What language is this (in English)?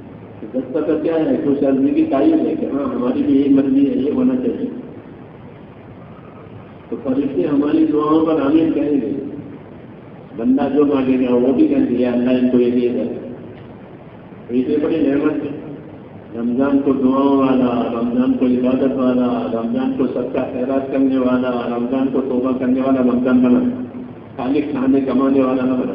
Urdu